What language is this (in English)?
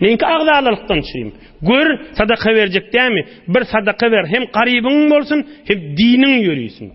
Turkmen